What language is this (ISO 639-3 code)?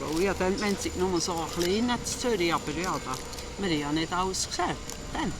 gsw